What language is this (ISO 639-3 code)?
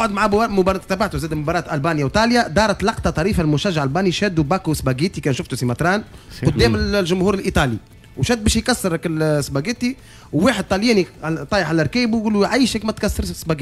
aeb